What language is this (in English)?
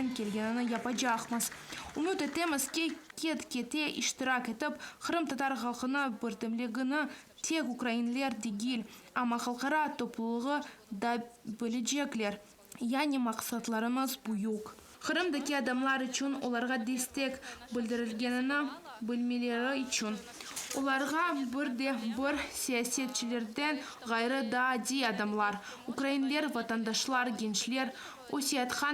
Crimean Tatar